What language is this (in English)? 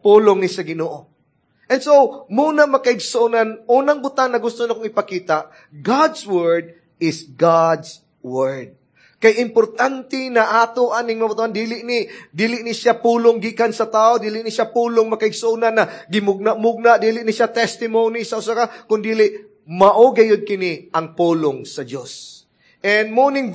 Cebuano